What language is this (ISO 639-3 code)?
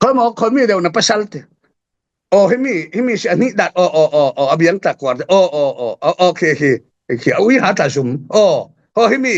cfm